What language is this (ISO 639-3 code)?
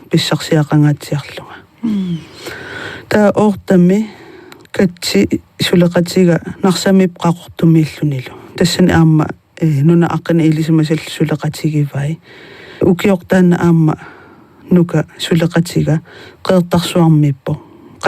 kal